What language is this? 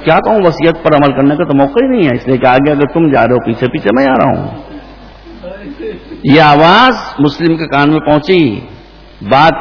Urdu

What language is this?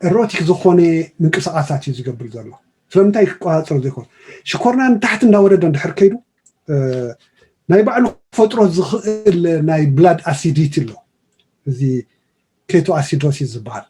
Tigrinya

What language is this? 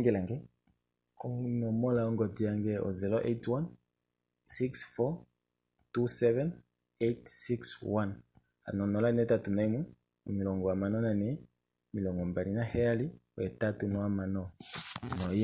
Kuanyama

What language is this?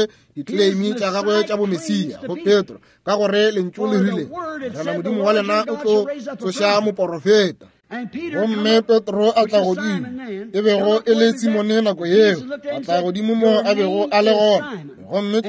Northern Sotho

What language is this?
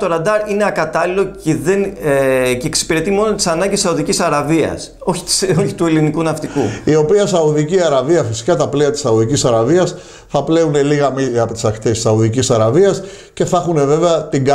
Greek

